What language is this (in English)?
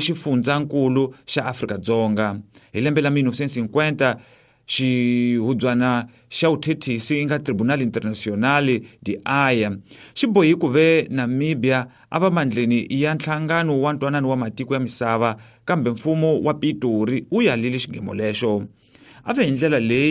Tsonga